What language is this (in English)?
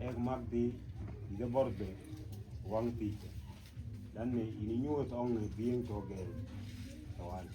Mabaan